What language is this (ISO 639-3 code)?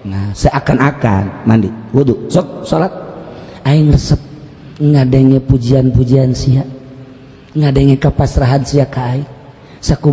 sun